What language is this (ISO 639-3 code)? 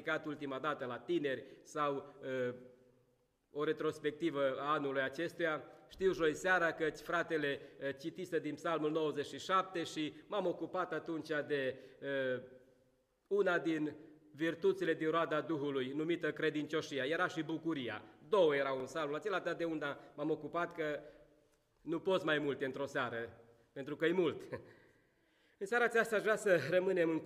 ron